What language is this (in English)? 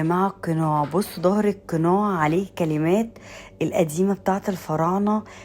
Egyptian Arabic